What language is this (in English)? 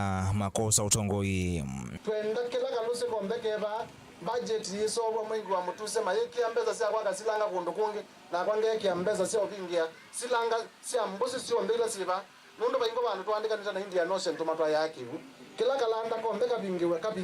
Kamba